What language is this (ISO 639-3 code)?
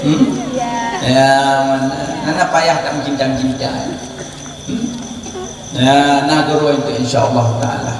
ace